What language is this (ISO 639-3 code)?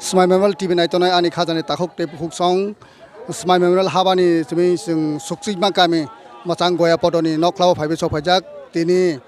trp